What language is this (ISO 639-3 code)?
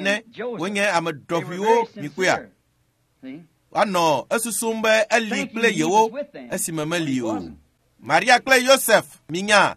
ewe